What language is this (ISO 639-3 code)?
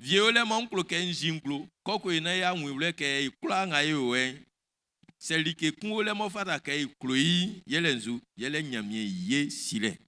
bci